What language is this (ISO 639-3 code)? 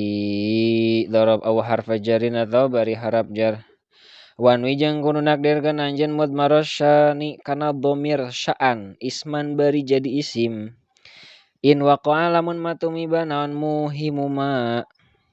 sun